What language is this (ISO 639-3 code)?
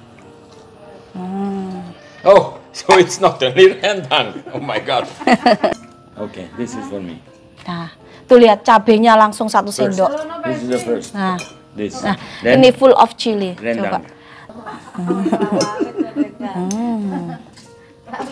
ind